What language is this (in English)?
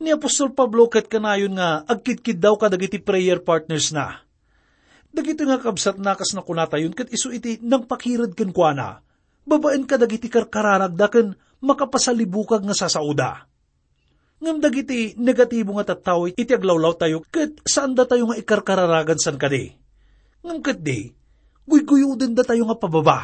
Iloko